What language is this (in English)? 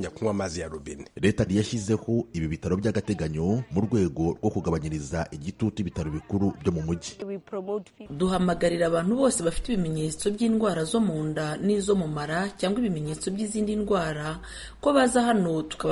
Kinyarwanda